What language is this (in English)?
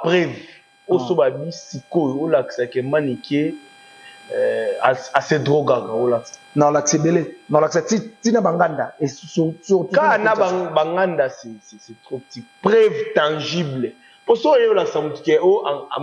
Lingala